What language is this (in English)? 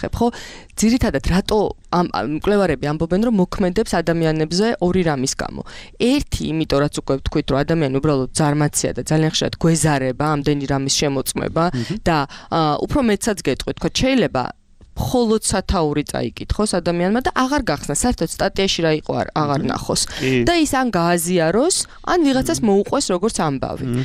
Georgian